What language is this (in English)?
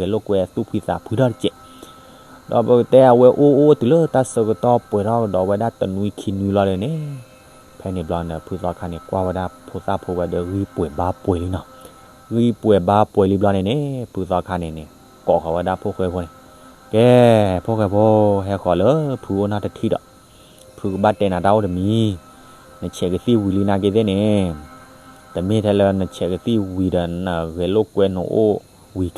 S'gaw Karen